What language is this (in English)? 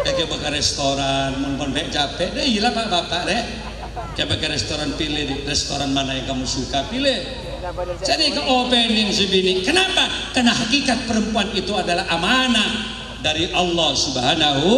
Madurese